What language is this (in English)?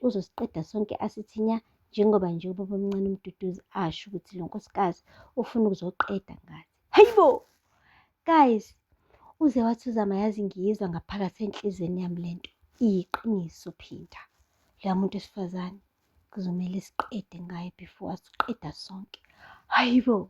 Zulu